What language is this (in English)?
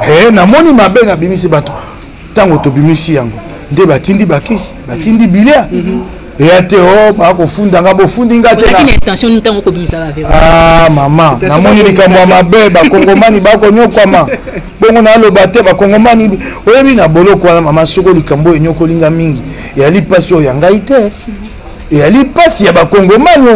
Lingala